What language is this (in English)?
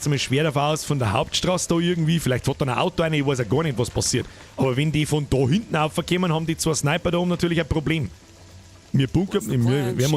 Bavarian